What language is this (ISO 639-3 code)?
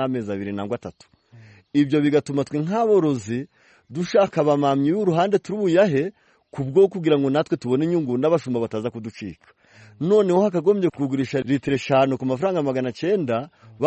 kin